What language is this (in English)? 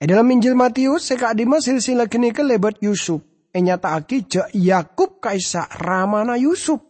Madurese